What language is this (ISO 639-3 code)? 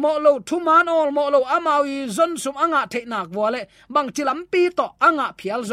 ctd